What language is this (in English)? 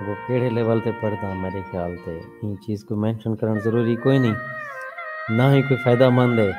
Saraiki